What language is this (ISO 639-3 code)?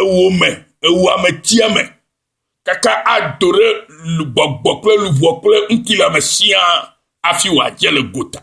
ewe